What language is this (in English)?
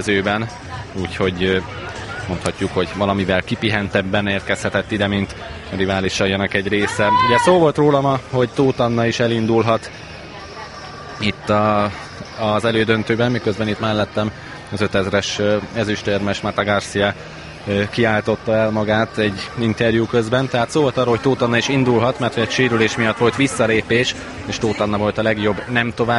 Hungarian